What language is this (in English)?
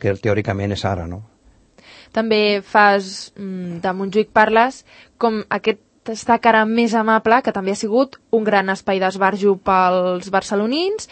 Catalan